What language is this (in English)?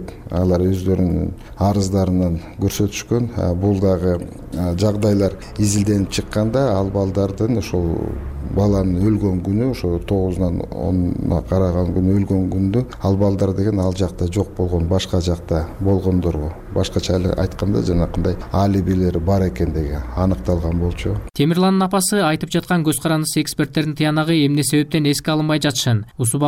Kyrgyz